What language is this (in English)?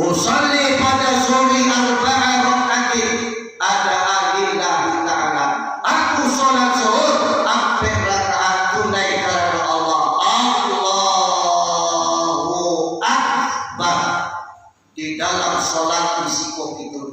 Minangkabau